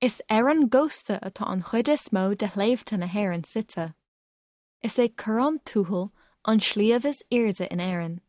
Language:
Irish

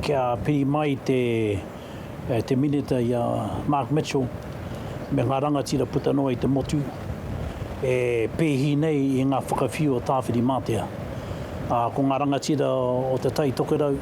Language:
Māori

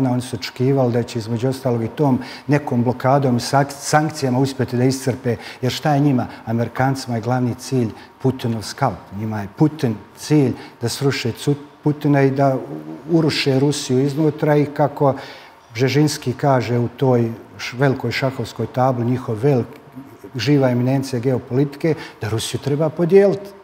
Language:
Serbian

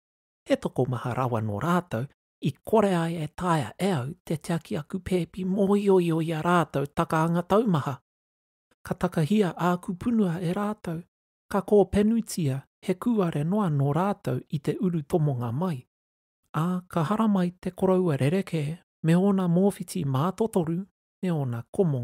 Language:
Māori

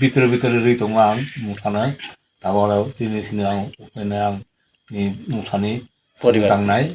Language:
Kok Borok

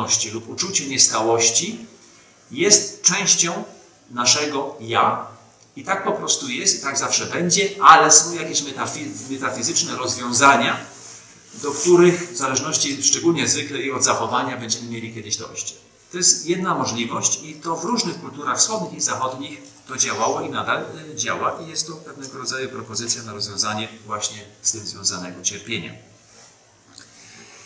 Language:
Polish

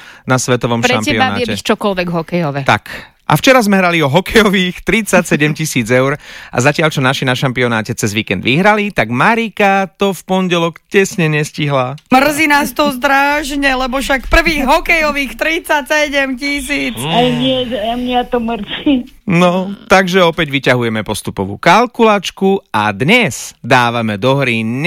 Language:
Slovak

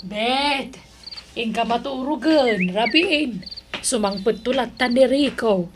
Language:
Iloko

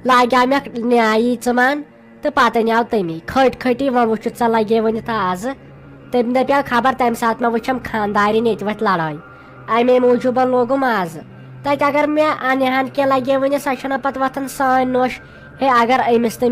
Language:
Kashmiri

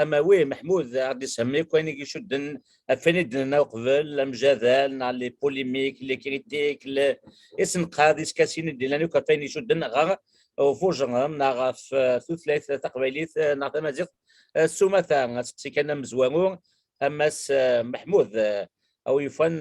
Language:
Kabyle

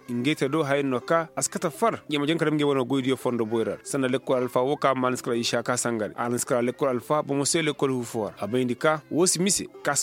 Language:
Koyraboro Senni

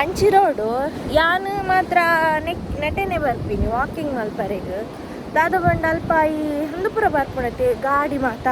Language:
Tulu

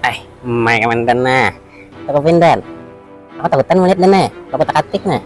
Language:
Banjar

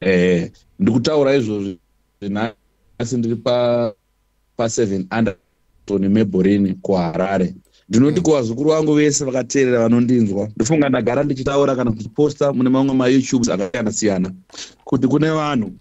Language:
Shona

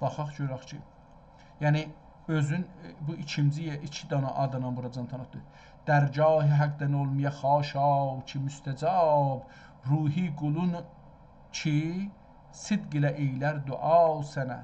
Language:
South Azerbaijani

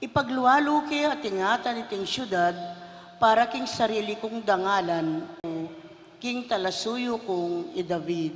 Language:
Pampanga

